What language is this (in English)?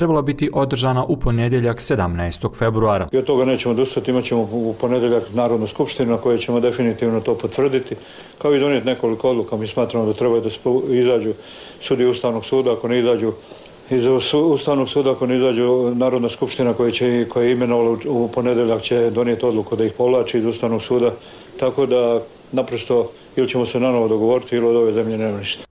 Bosnian